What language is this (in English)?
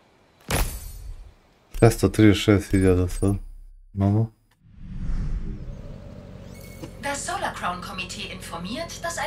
Serbian